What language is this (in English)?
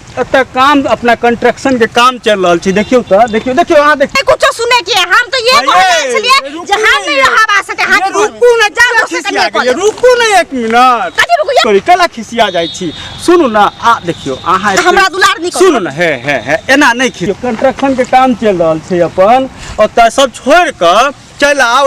Maithili